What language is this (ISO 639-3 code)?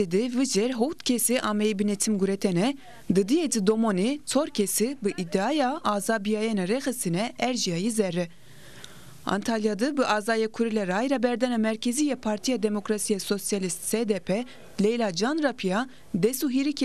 zza